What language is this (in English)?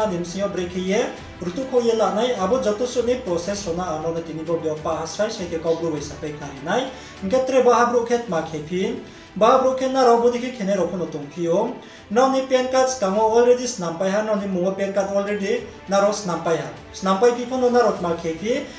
Riang (India)